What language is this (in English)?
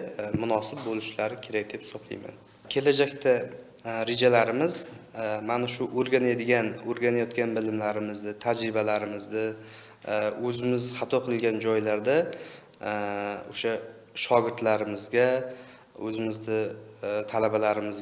Uzbek